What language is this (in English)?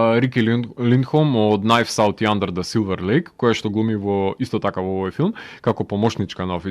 Macedonian